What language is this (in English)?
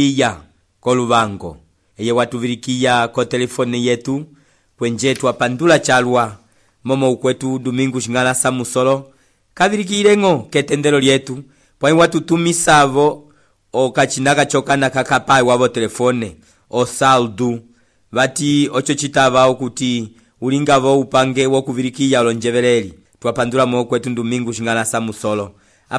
Umbundu